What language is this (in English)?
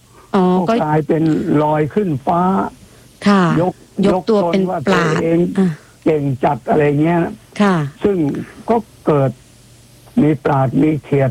Thai